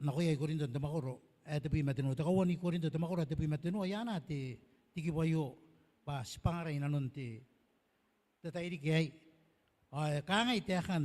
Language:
Gilbertese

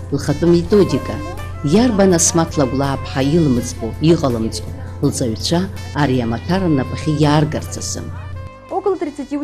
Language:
Abkhazian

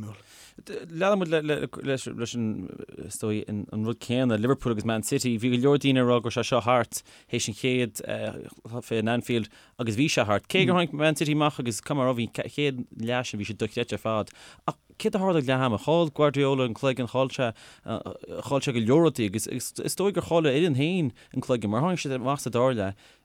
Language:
Irish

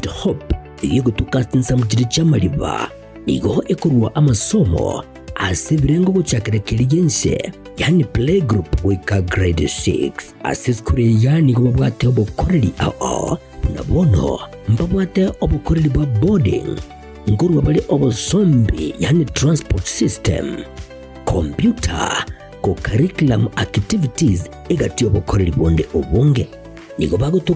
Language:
Gusii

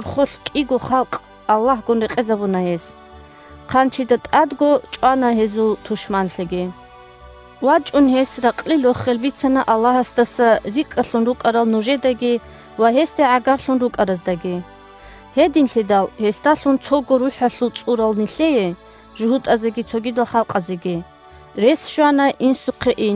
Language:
Avaric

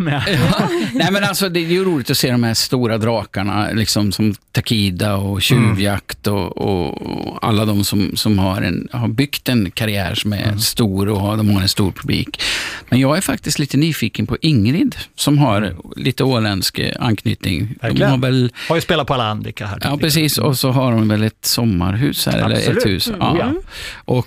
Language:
Swedish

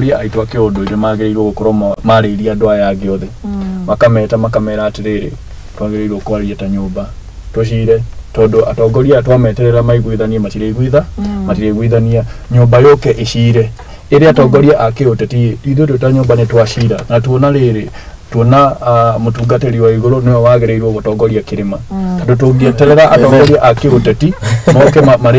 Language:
Kikuyu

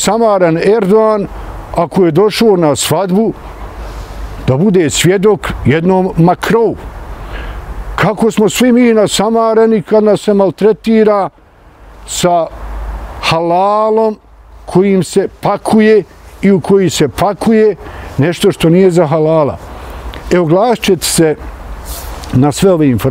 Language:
Bosnian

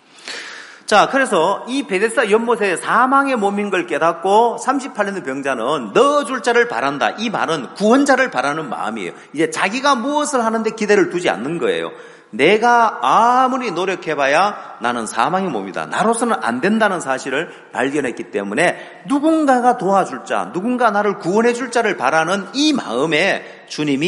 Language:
Korean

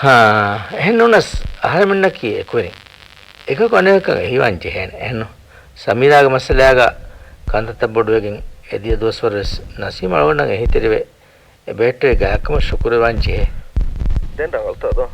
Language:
Divehi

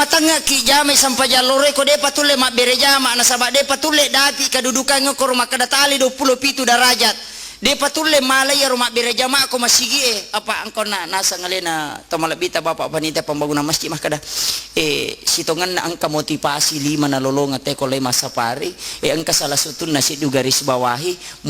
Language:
Buginese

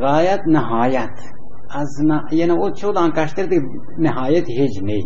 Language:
Baluchi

